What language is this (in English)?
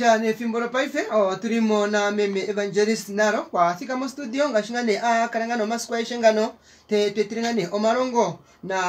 Kuanyama